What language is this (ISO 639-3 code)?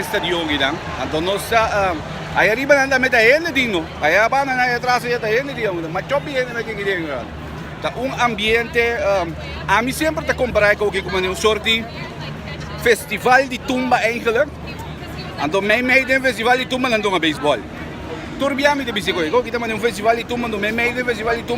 pap